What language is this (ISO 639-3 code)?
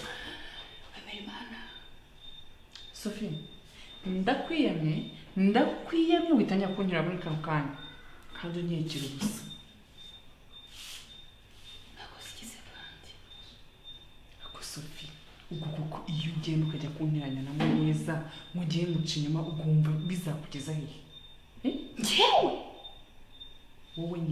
kin